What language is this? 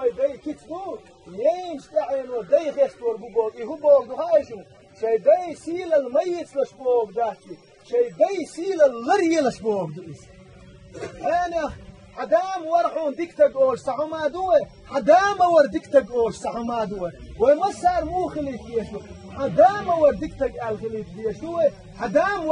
Chechen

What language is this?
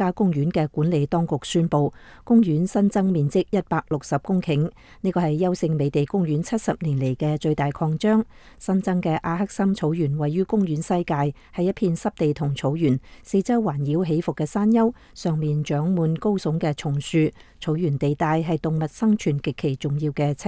Cantonese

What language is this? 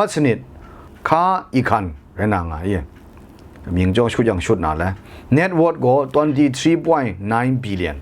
Kachin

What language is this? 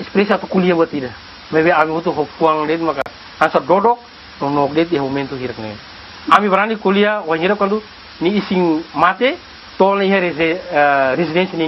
Tetum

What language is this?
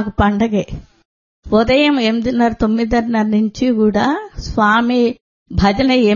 Telugu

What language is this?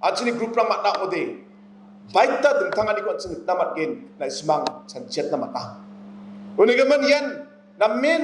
Garo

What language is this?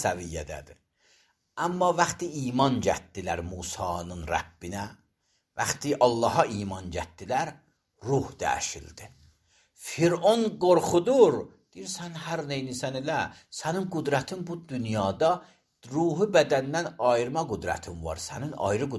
Azerbaijani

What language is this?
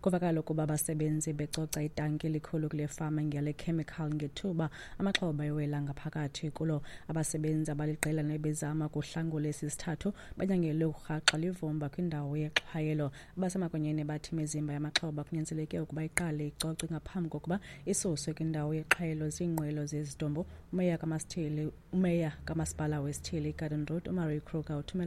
Xhosa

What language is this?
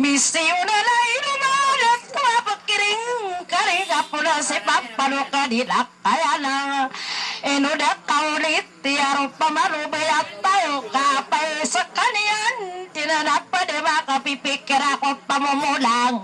Maranao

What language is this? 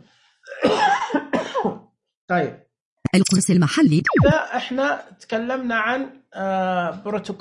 Najdi Arabic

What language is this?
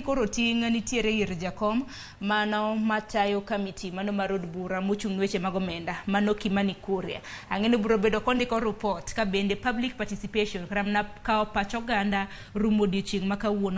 Luo (Kenya and Tanzania)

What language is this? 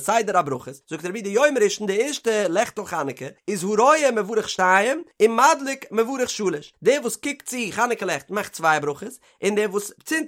Yiddish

